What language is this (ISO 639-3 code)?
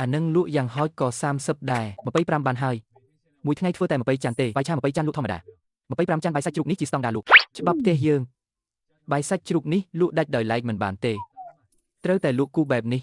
khm